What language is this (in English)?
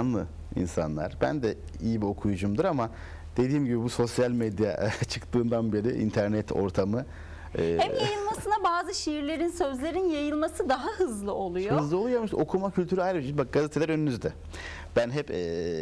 Turkish